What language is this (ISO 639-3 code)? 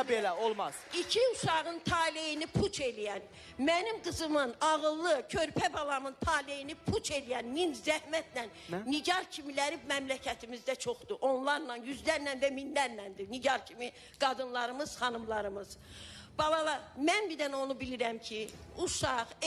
aze